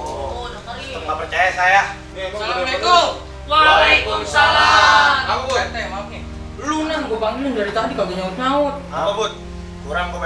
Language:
Betawi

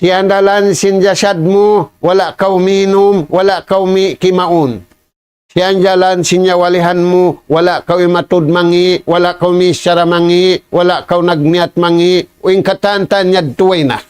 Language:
Tausug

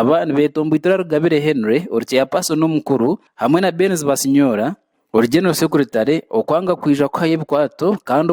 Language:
Nyankole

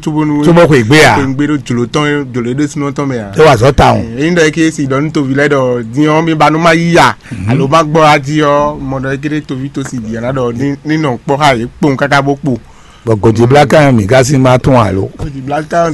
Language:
Fon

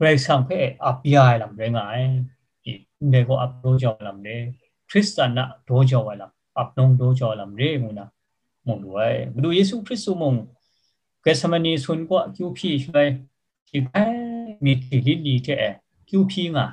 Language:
Kachin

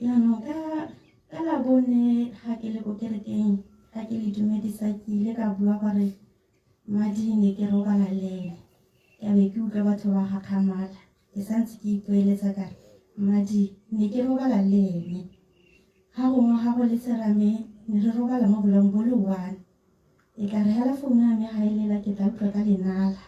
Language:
Tswana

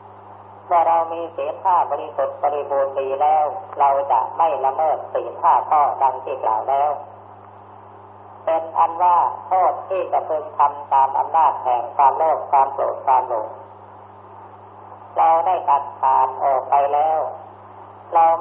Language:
Thai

